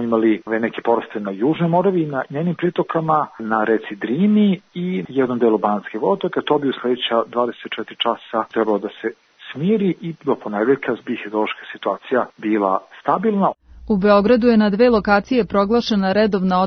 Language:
Serbian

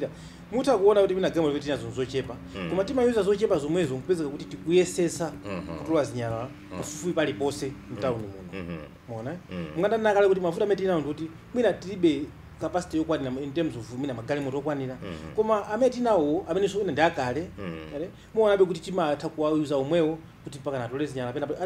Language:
Nyanja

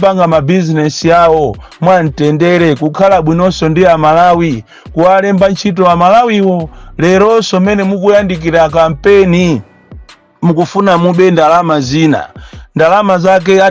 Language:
Nyanja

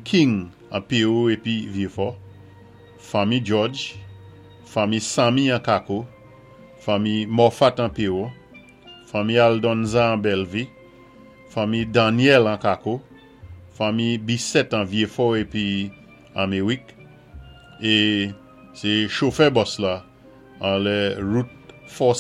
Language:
Saint Lucian Creole French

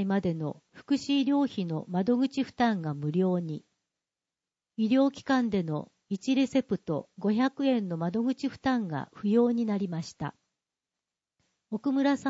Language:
Japanese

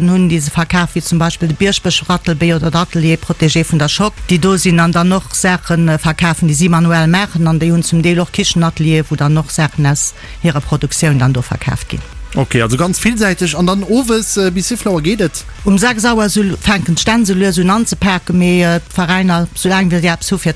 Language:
Luxembourgish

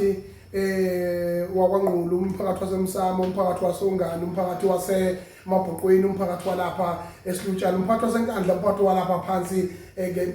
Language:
Zulu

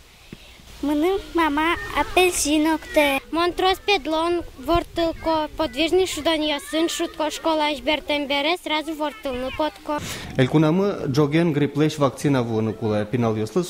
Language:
Udmurt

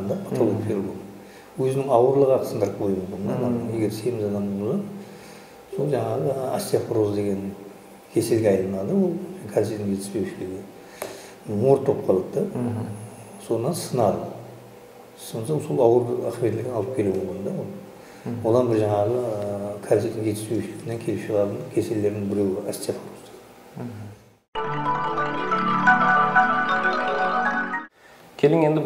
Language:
Kara-Kalpak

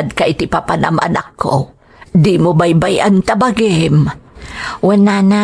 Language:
Iloko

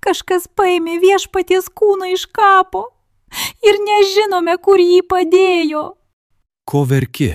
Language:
Lithuanian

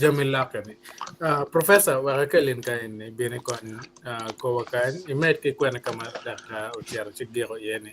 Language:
Acoli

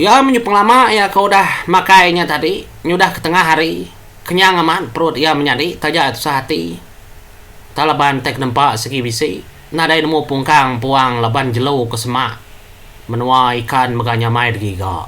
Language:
Iban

